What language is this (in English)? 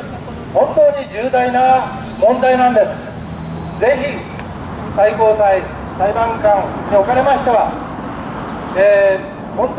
Japanese